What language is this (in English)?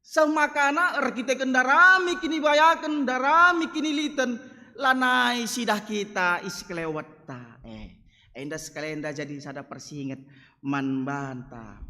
Batak Karo